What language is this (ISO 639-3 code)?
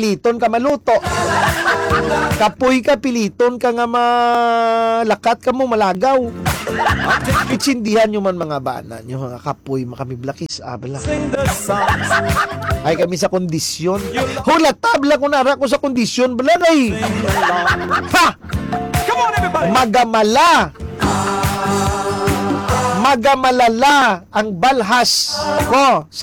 hil